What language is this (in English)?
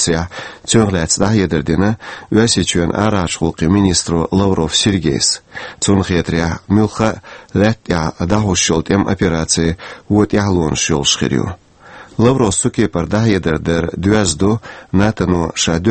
Chechen